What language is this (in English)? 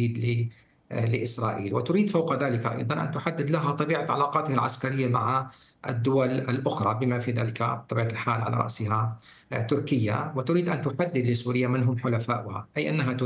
Arabic